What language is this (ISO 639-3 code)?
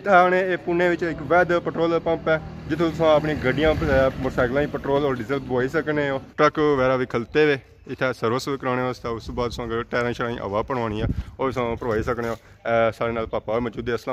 phr